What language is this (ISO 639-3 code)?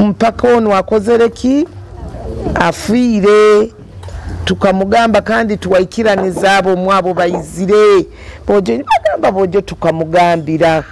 nyo